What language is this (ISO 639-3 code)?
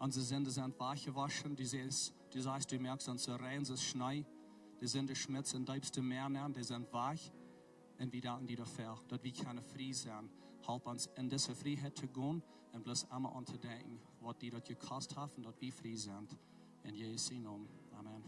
pdt